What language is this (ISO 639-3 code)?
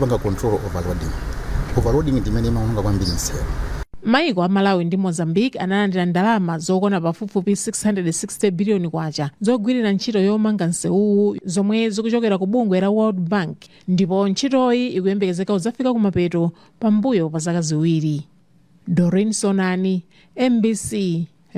nya